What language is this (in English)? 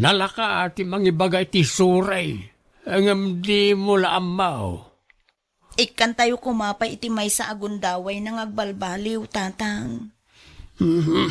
Iloko